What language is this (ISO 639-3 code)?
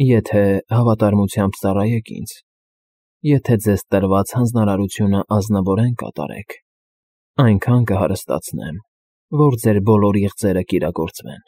hye